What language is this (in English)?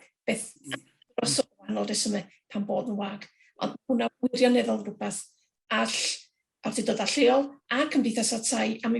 Welsh